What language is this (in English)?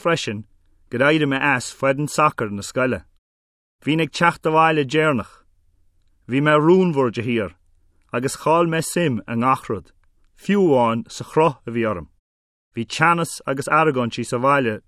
Irish